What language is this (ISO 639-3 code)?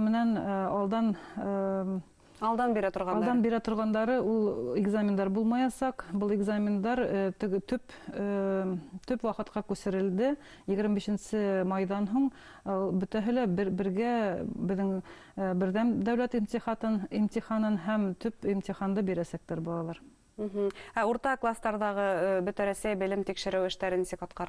bak